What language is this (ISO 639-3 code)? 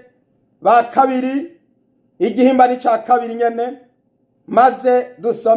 run